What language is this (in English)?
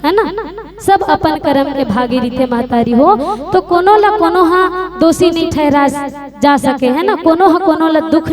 Chhattisgarhi